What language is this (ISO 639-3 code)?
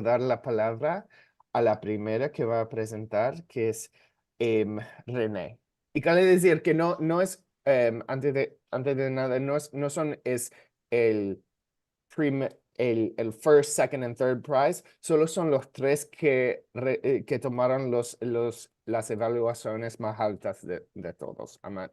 lad